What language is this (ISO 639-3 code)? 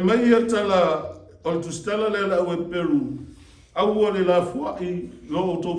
smo